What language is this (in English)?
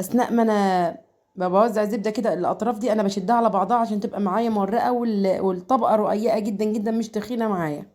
Egyptian Arabic